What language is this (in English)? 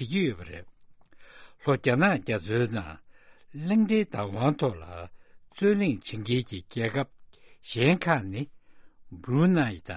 Tibetan